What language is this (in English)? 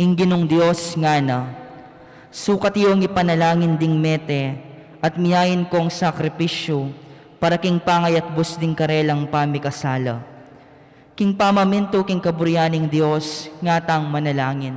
Pampanga